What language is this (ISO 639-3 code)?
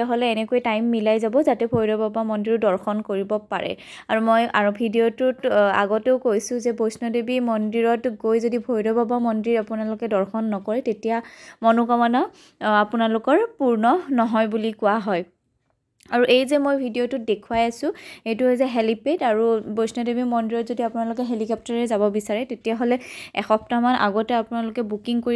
asm